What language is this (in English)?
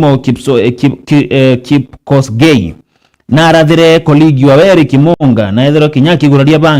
Meru